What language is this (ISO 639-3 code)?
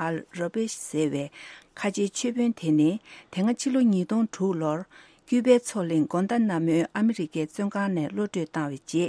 bod